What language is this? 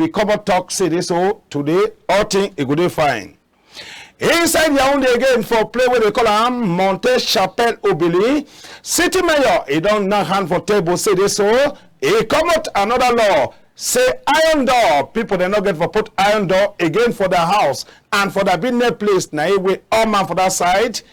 Cameroon Pidgin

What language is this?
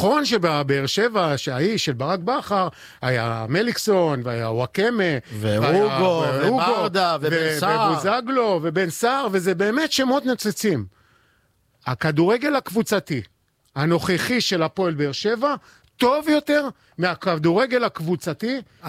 Hebrew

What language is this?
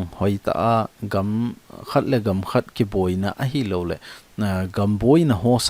Thado Chin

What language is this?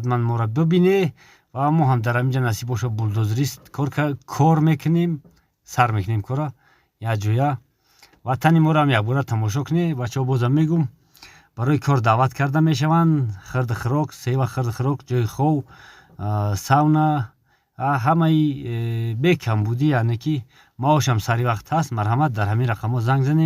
Tajik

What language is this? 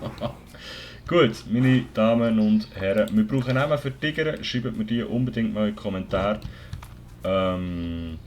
Swiss German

